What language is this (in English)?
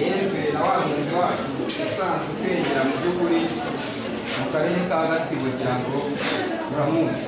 Kinyarwanda